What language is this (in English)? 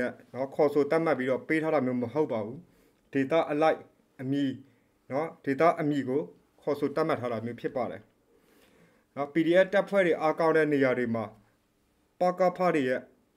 Burmese